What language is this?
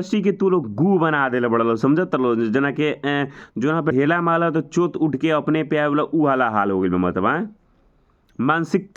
Bhojpuri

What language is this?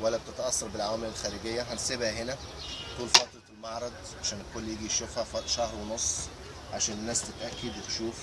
Egyptian Arabic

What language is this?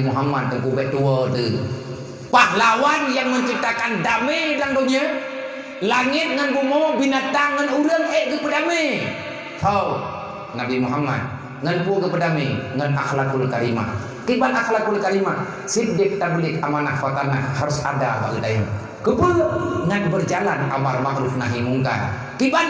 Achinese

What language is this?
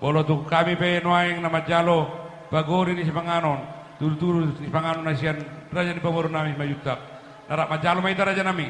Batak Toba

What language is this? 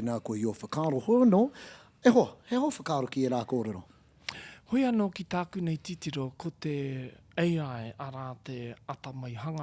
Māori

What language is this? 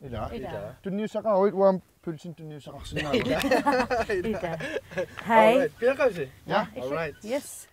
Kalaallisut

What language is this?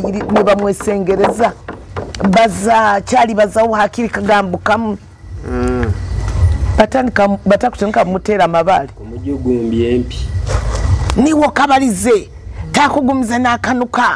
Nyoro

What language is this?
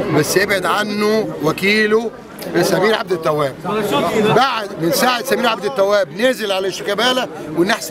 Egyptian Arabic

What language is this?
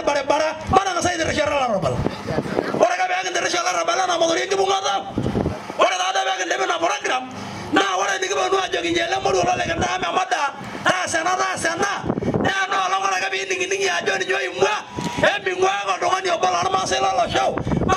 Masai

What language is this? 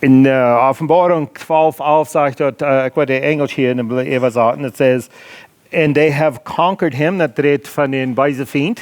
Plautdietsch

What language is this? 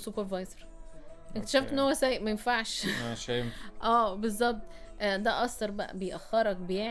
Egyptian Arabic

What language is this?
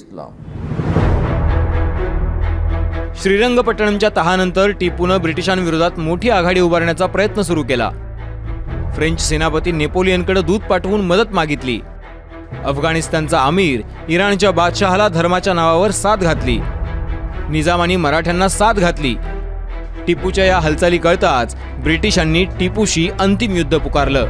Marathi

